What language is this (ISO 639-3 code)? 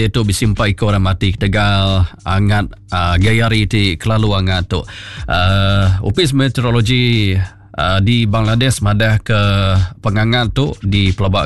iba